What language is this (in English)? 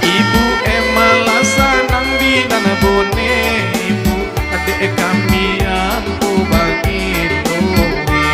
Minangkabau